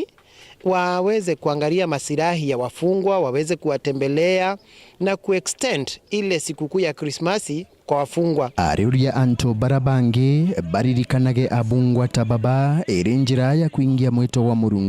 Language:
Meru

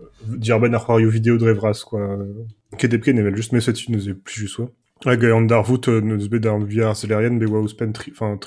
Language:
Breton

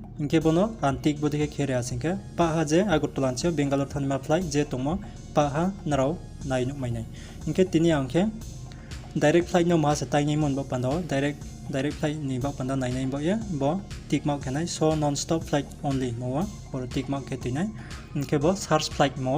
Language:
Riang (India)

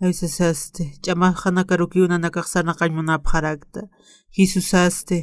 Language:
Aymara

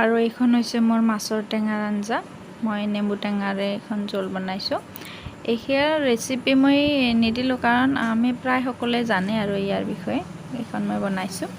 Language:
Assamese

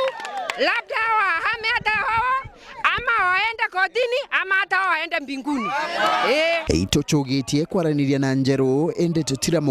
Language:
Meru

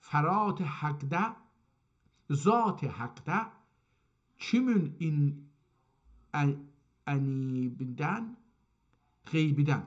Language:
South Azerbaijani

